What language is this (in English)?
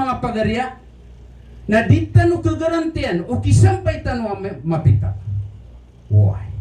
Maranao